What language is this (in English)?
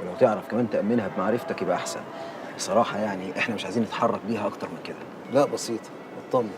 Egyptian Arabic